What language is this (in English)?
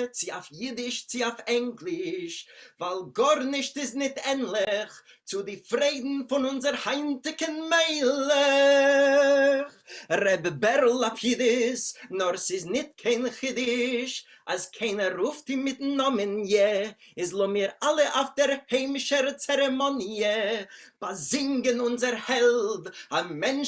Yiddish